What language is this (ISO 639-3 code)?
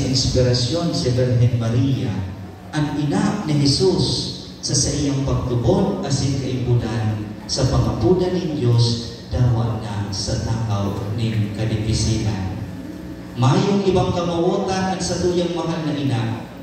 bik